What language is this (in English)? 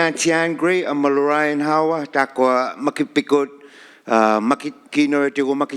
Inuktitut